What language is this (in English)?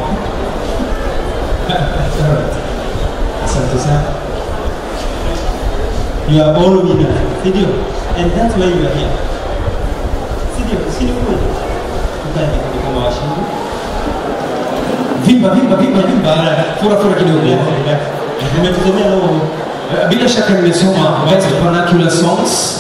Swahili